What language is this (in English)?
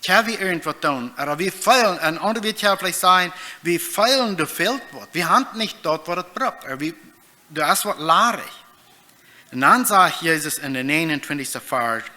Plautdietsch